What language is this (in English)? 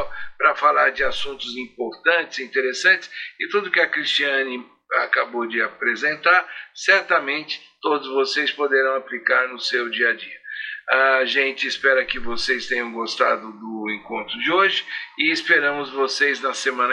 Portuguese